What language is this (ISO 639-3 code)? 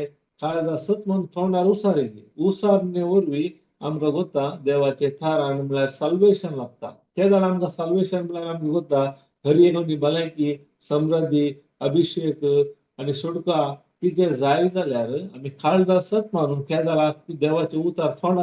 kok